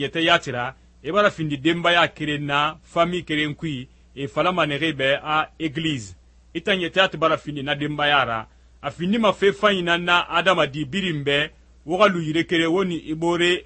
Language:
Susu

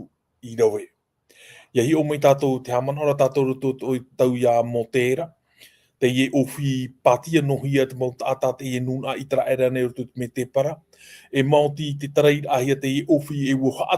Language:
Tahitian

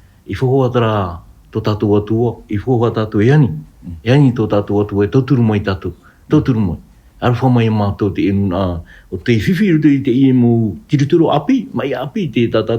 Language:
Tahitian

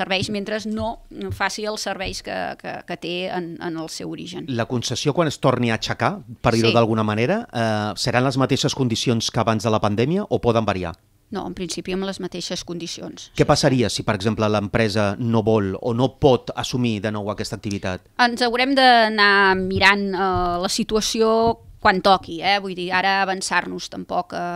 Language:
Catalan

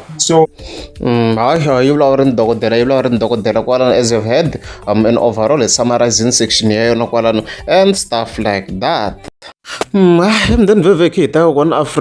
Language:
Tsonga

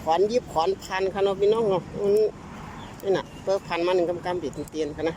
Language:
Shan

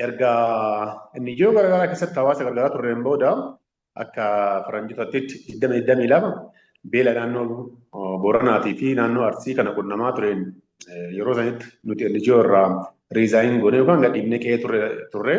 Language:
Oromo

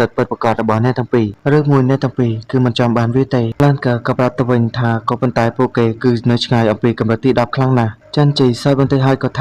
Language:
Khmer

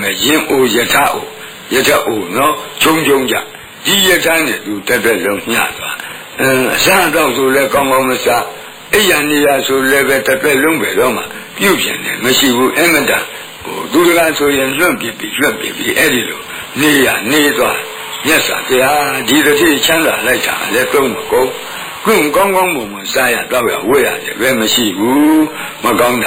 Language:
Burmese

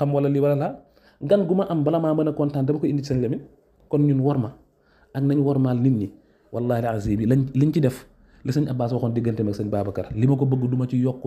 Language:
Wolof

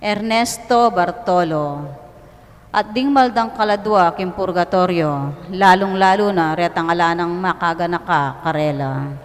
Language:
Pampanga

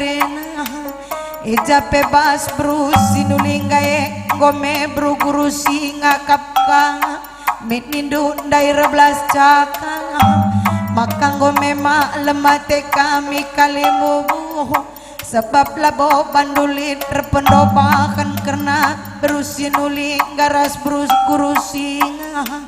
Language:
Batak Karo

